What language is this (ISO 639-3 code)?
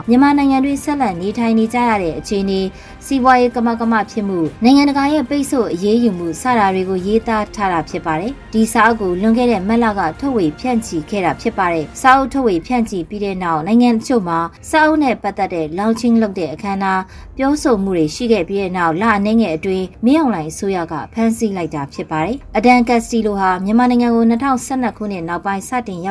mya